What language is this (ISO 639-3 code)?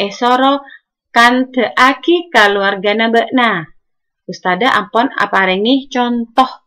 mad